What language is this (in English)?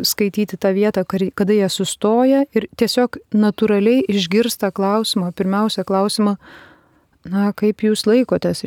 Lithuanian